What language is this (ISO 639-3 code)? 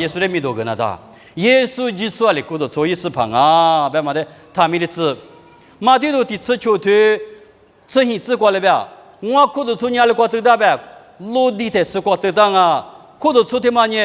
lis